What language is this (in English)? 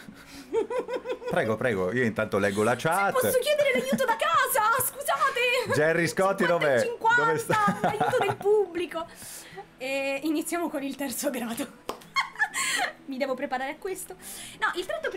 Italian